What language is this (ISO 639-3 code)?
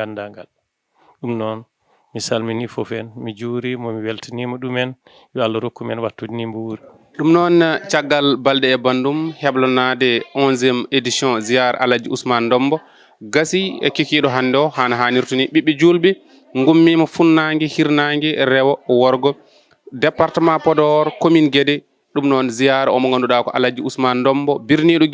ful